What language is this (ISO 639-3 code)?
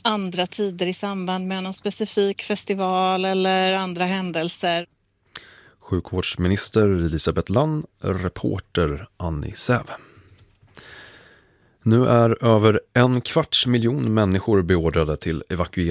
swe